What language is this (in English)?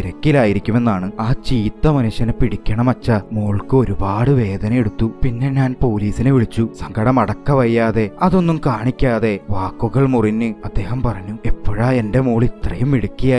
Malayalam